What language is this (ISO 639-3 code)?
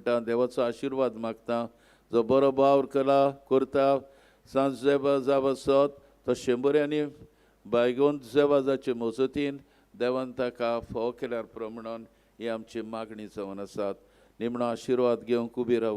kok